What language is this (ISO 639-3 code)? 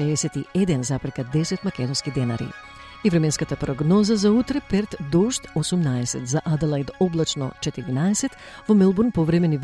mkd